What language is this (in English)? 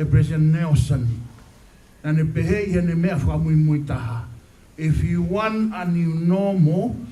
Tongan